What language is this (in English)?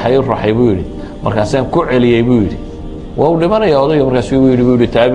Somali